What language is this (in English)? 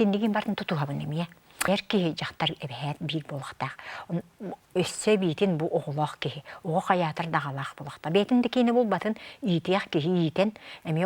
Yakut